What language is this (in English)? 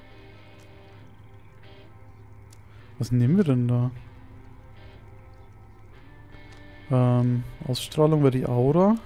German